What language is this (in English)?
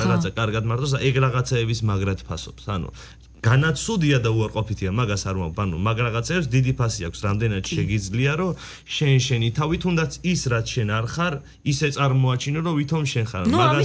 Georgian